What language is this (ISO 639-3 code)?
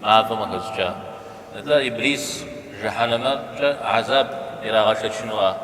kbd